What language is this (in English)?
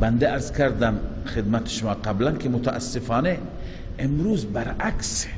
Persian